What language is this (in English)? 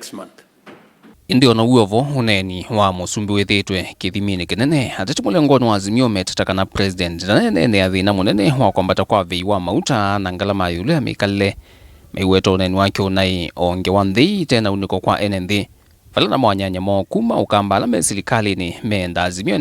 Kamba